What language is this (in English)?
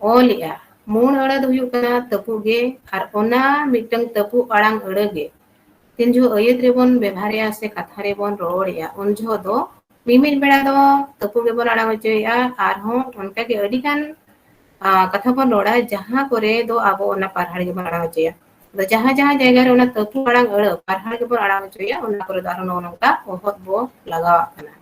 Santali